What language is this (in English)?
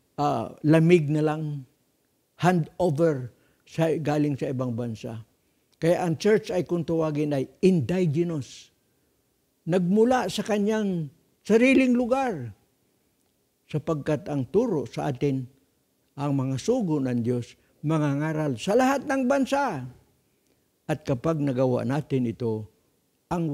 Filipino